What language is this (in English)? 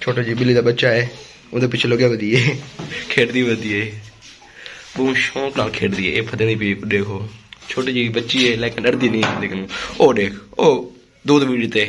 Saraiki